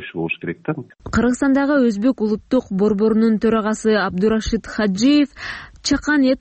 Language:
Kyrgyz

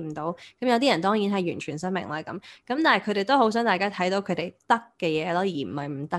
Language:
Cantonese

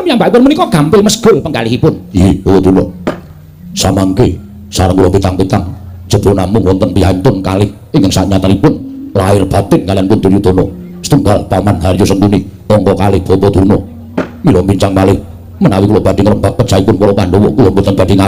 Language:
Javanese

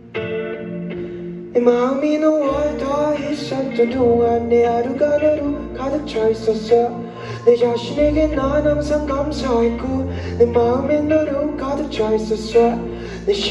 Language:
Korean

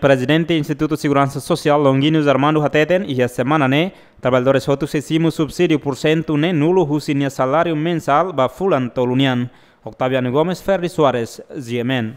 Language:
Tetum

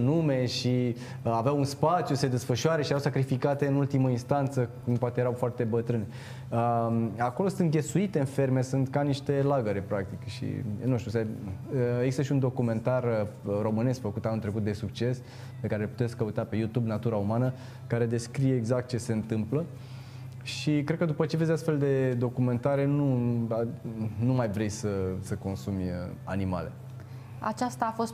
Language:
Romanian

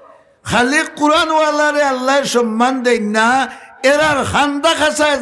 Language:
Sylheti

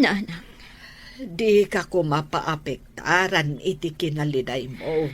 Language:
Iloko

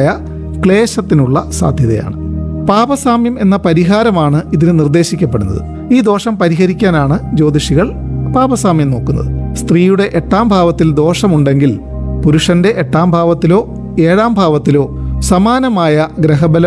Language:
Malayalam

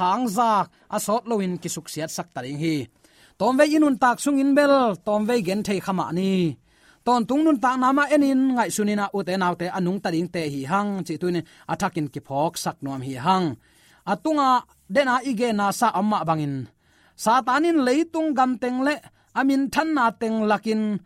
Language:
Tedim Chin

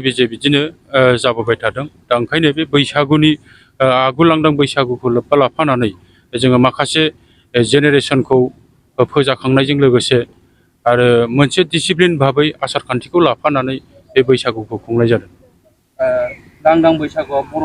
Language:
Bodo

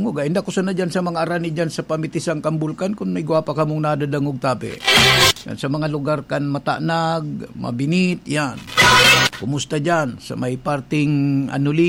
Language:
Bikol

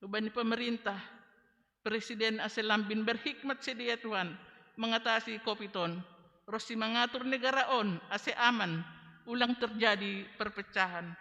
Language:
Batak Simalungun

